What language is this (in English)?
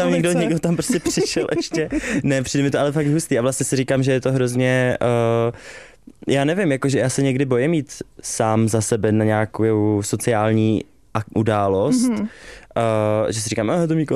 Czech